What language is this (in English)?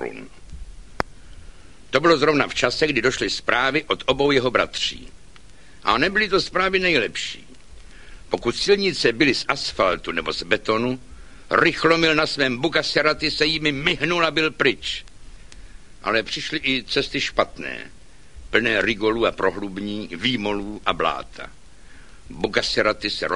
Czech